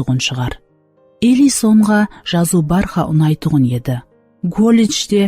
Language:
Kara-Kalpak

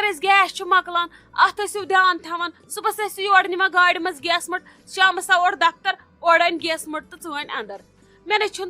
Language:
Kashmiri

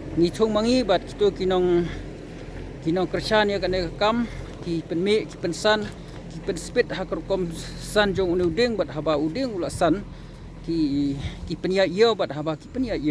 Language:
Khasi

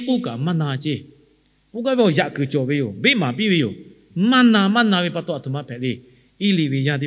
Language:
Lahu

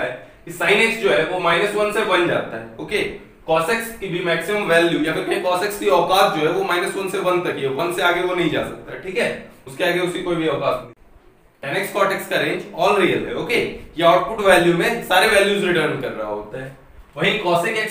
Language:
Hindi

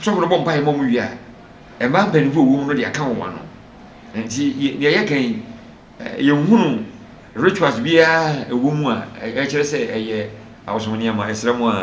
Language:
Akan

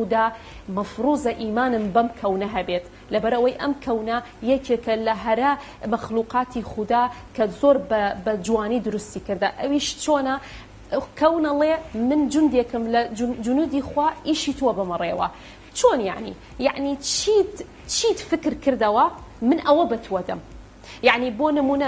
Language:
Central Kurdish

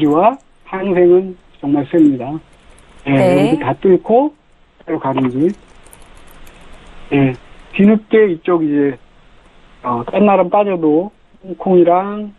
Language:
Korean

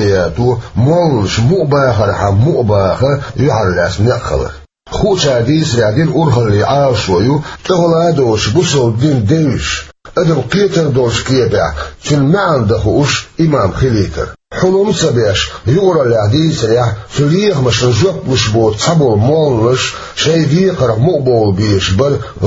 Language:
Chechen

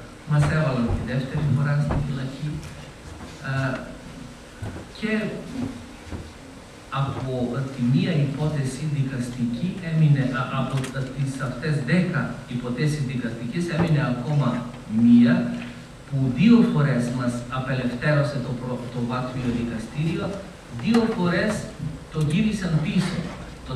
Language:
Greek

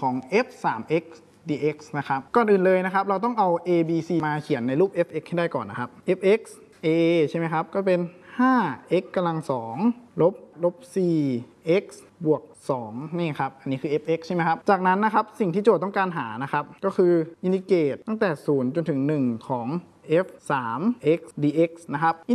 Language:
Thai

